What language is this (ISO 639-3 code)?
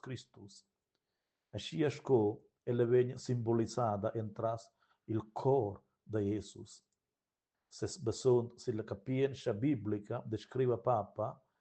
roh